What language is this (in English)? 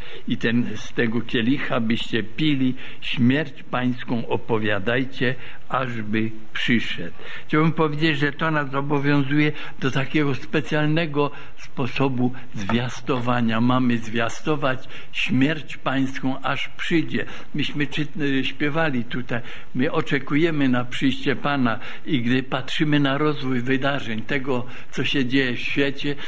Polish